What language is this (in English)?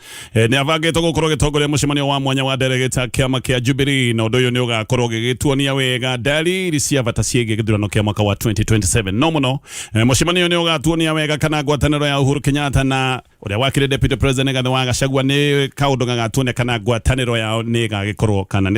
Kikuyu